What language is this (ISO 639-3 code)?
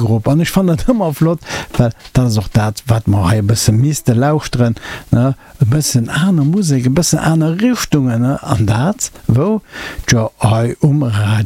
ltz